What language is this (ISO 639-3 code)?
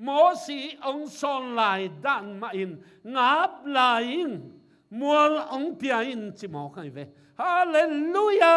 ctd